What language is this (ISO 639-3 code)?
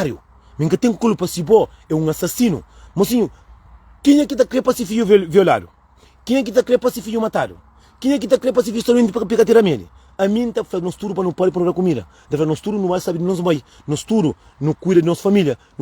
kea